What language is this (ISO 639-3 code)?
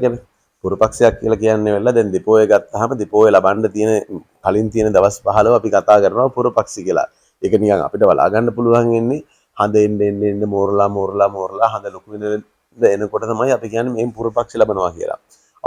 sin